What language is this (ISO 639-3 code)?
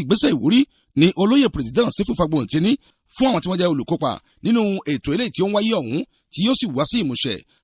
yor